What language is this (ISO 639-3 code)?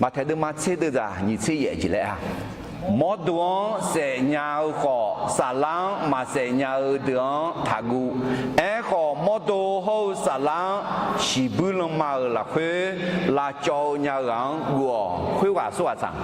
ahk